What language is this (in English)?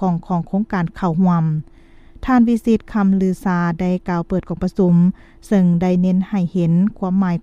Lao